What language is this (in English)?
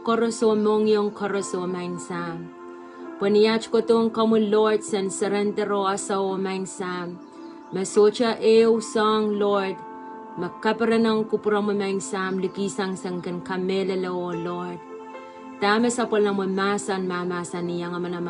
Pohnpeian